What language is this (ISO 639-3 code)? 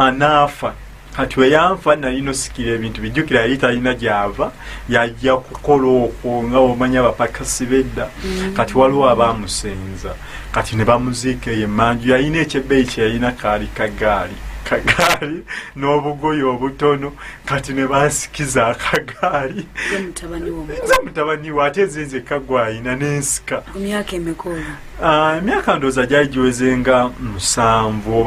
lug